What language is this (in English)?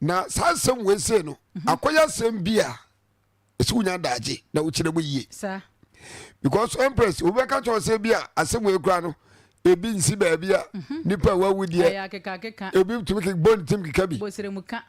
Akan